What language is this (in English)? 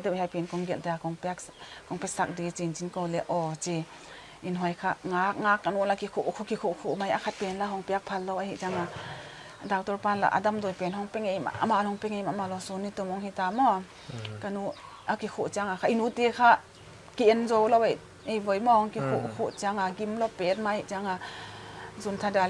Paite Chin